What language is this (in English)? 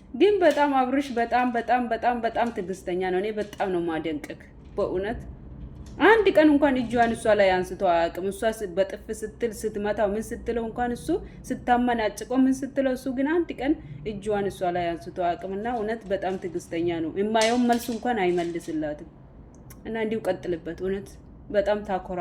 Amharic